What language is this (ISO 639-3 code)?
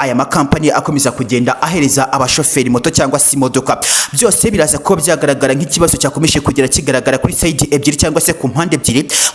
kin